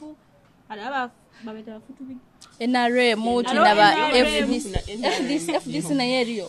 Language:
Nyoro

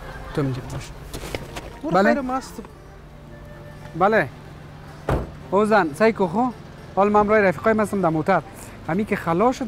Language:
Persian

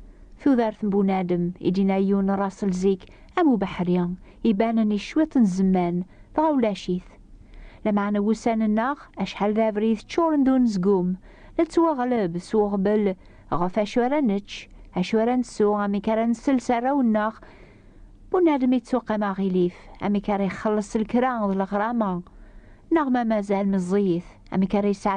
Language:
Kabyle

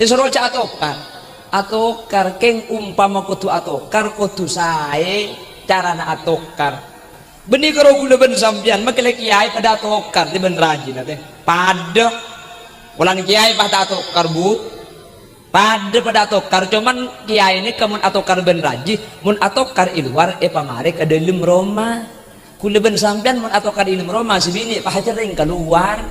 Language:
Madurese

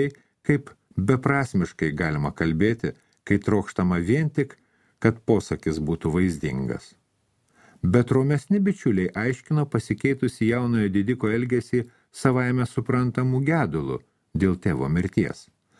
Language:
Lithuanian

